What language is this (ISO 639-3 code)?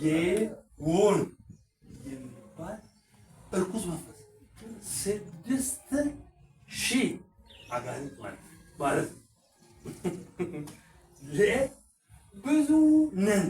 amh